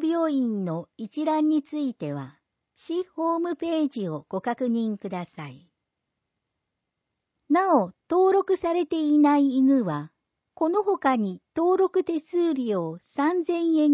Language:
Japanese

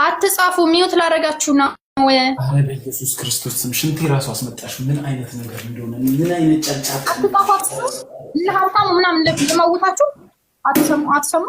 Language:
Amharic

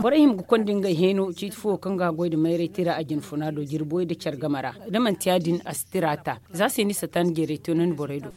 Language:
Zarma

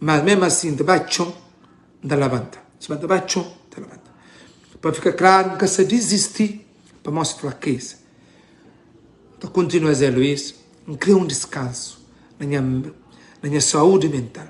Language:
Kabuverdianu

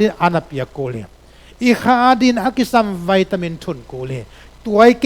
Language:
Tedim Chin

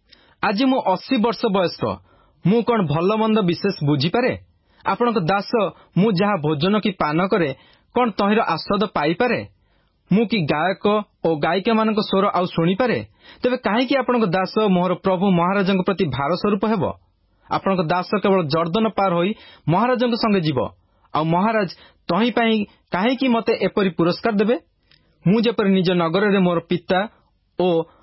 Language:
Odia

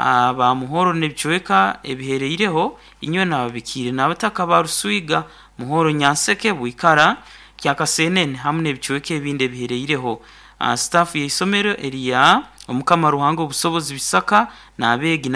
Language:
Nyankole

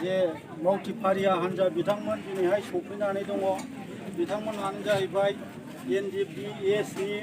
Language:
Bodo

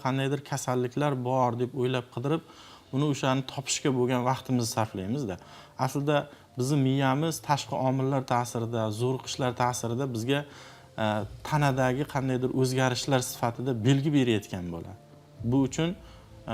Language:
Uzbek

